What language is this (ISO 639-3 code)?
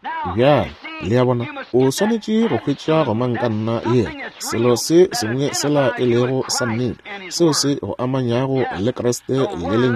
nso